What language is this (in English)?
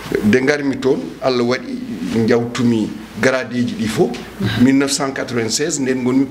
Fula